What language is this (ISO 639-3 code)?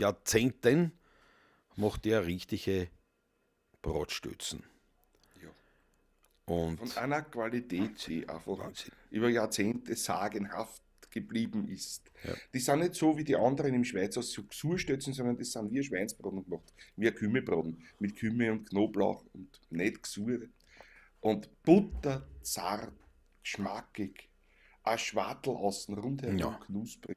bar